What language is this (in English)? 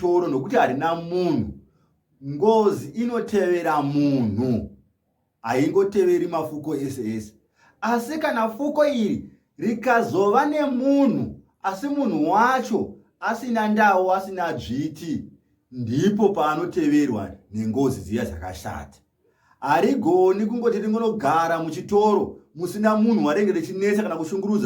Shona